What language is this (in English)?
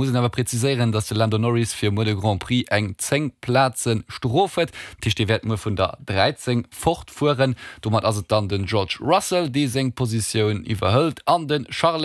Luxembourgish